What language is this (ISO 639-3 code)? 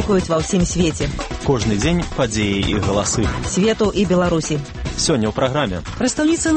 bel